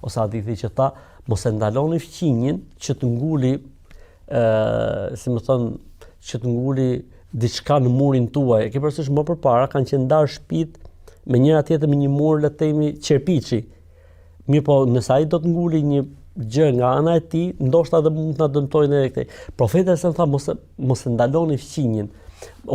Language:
Albanian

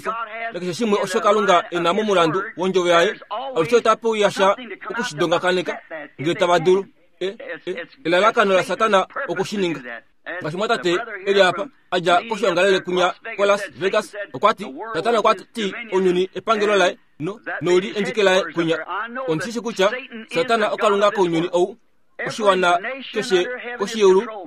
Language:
Kuanyama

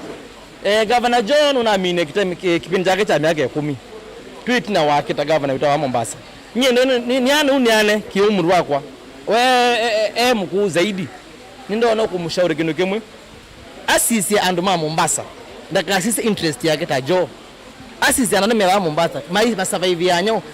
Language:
Kamba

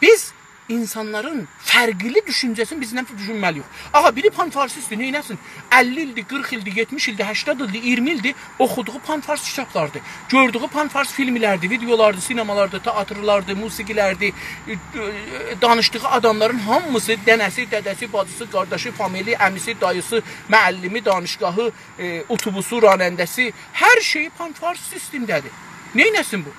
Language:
South Azerbaijani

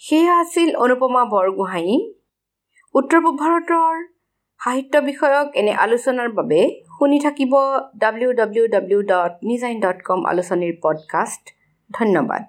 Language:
Assamese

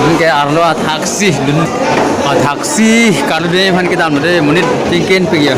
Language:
Karbi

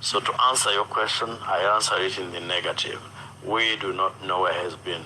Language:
Ganda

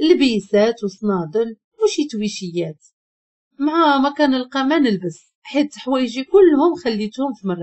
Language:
Moroccan Arabic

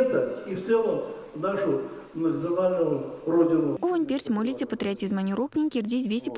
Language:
Erzya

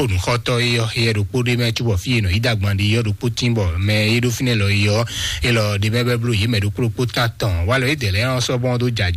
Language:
Fon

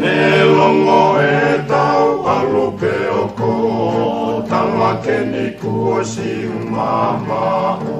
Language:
Tongan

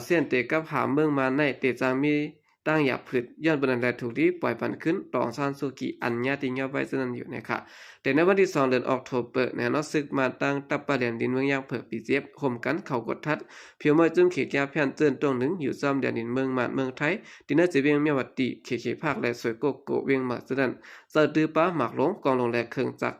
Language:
Shan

